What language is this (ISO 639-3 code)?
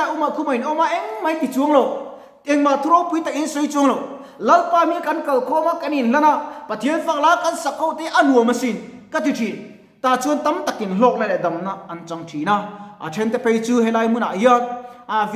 lus